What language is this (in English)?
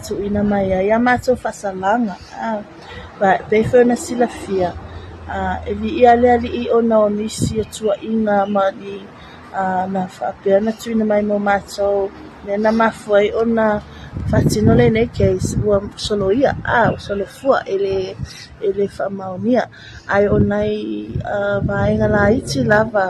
Samoan